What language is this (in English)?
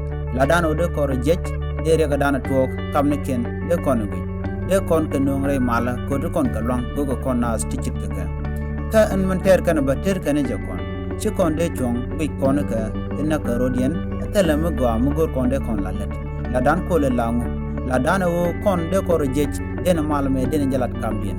Nuer